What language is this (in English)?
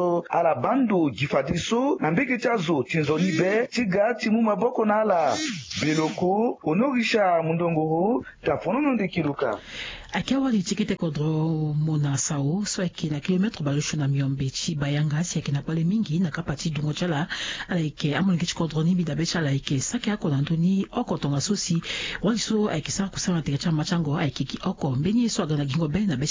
Sango